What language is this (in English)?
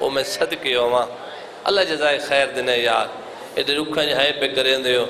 Saraiki